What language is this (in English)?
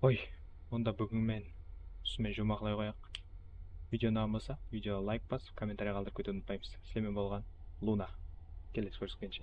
Kara-Kalpak